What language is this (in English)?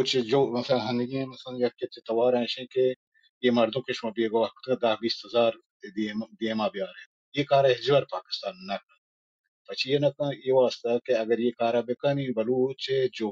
Baluchi